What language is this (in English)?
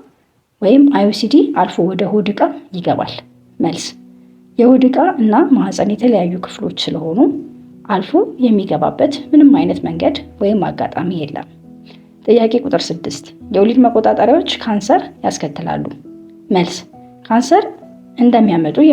Amharic